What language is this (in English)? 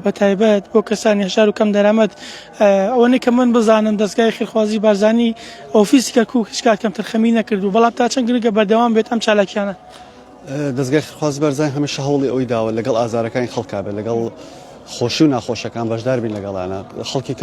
Central Kurdish